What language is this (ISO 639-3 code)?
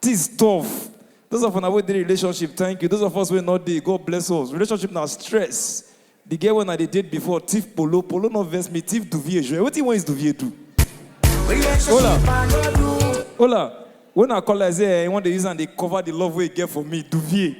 pcm